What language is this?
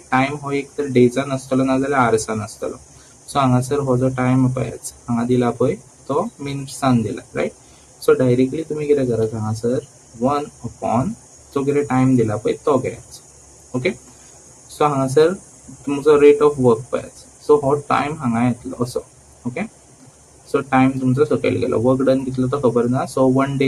Konkani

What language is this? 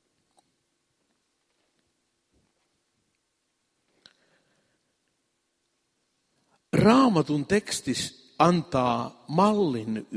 Finnish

